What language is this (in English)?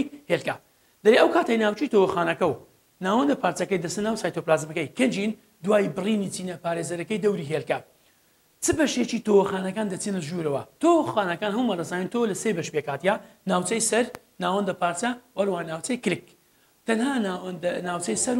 Central Kurdish